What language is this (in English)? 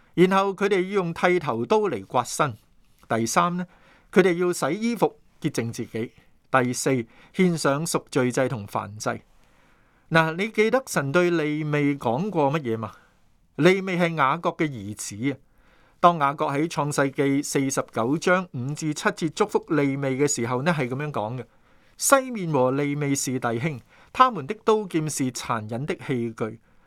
Cantonese